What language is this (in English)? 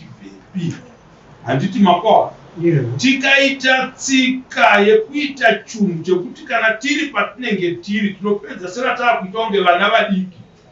Shona